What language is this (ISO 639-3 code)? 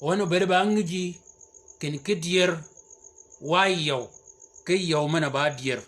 shk